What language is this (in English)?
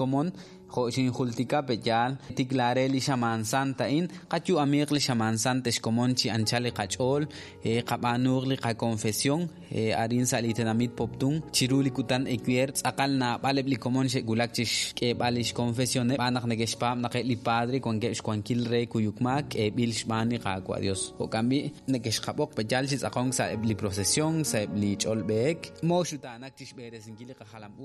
Kekchí